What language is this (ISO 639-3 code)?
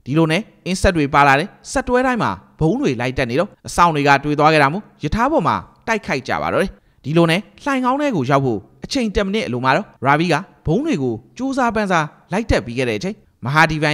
mya